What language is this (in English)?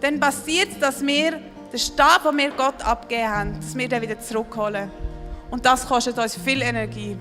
Swiss German